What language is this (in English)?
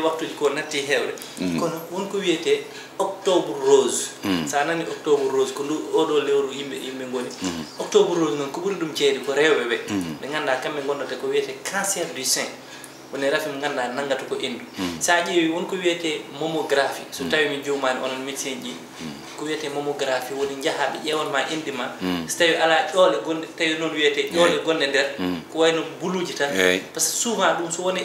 Fula